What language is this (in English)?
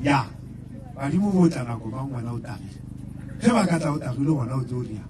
Northern Sotho